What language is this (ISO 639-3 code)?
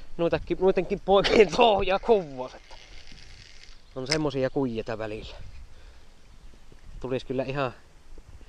fin